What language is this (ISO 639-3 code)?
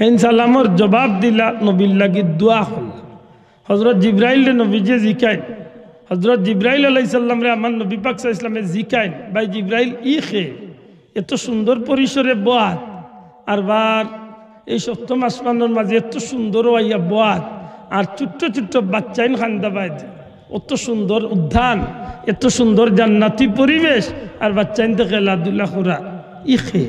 syl